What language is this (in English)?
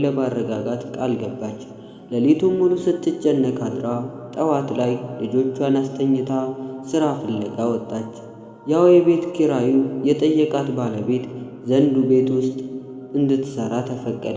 Amharic